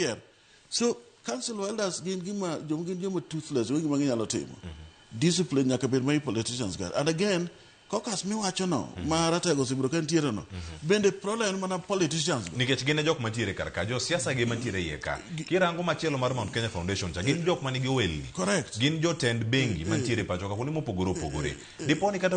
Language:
Luo (Kenya and Tanzania)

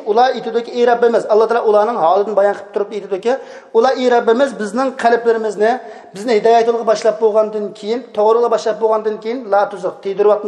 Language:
Uyghur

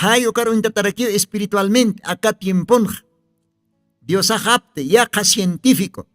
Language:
Aymara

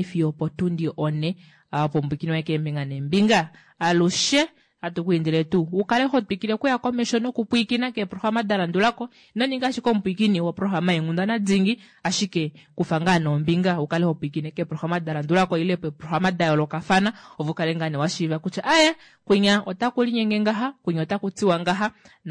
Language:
Kuanyama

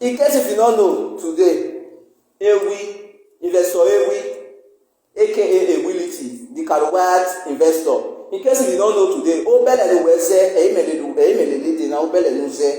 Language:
Nigerian Pidgin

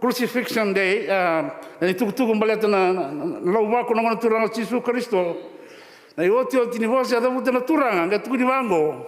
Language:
Fijian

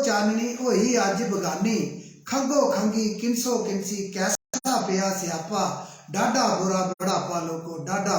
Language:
Dogri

